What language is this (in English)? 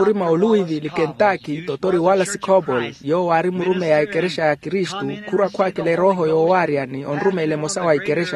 Makhuwa